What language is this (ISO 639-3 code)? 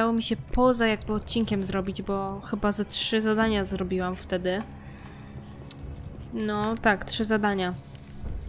pol